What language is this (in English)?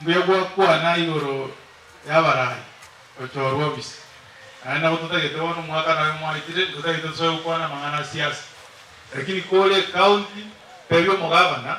Gusii